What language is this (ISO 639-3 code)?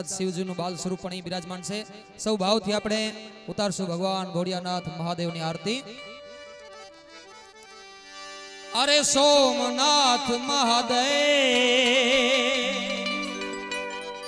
guj